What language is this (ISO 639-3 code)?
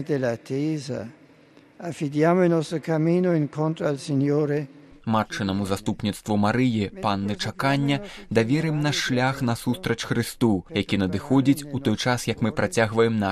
bel